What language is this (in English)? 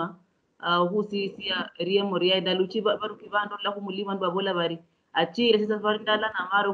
Luyia